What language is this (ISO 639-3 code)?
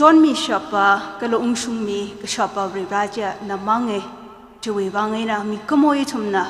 nmf